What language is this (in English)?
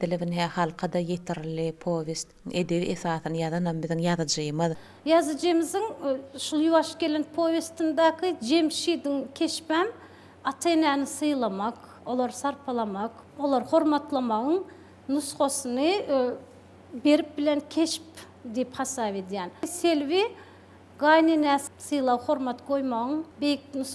Turkmen